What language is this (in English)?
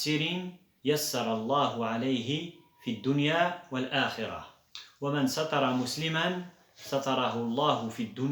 Kabyle